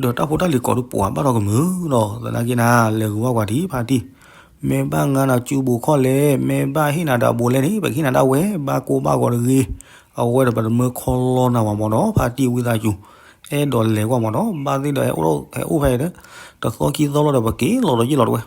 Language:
S'gaw Karen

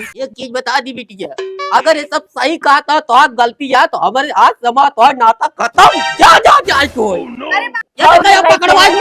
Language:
Awadhi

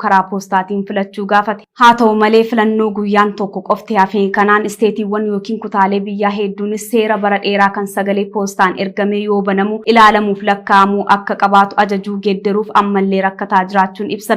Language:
Oromo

